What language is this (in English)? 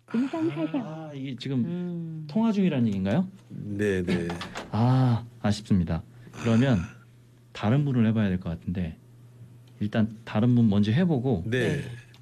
Korean